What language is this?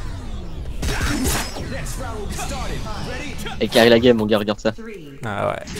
French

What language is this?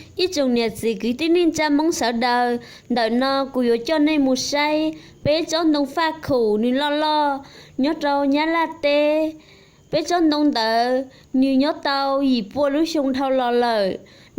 Hmong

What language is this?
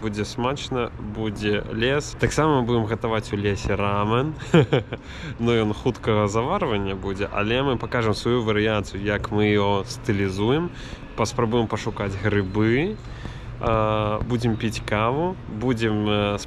Belarusian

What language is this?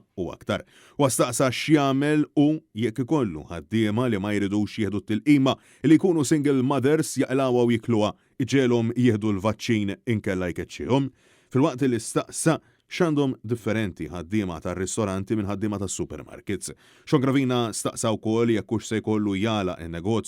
Maltese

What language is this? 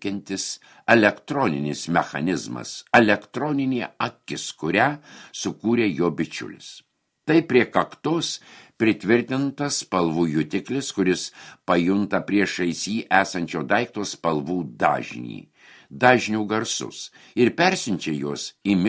Lithuanian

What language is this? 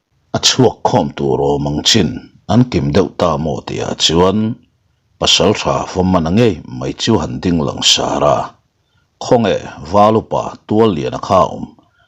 Mizo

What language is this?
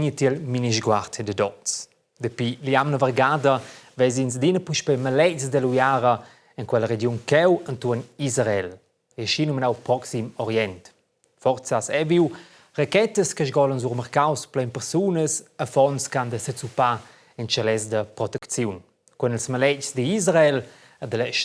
Romansh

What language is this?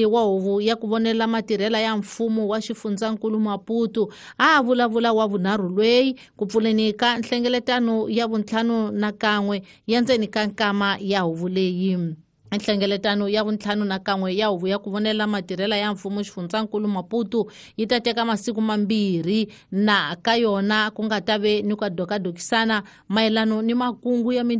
Tsonga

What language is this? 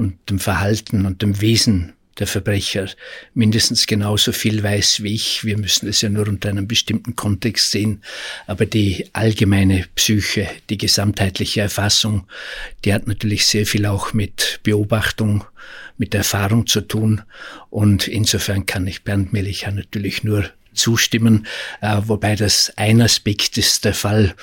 German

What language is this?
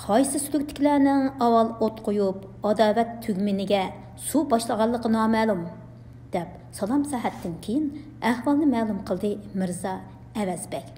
Uyghur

